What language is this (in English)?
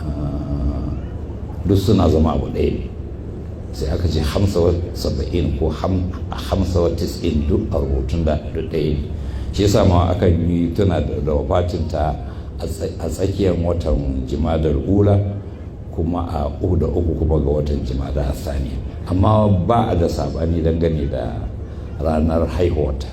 Hausa